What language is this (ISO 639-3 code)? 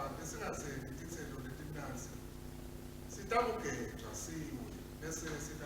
ssw